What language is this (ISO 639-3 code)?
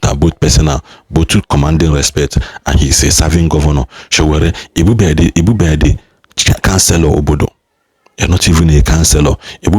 ibo